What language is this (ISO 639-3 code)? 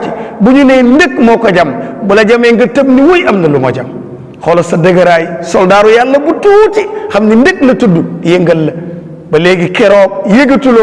wol